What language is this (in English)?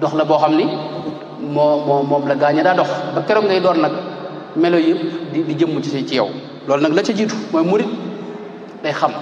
Wolof